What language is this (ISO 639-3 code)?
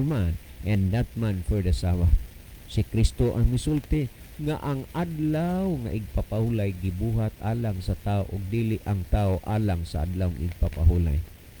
ceb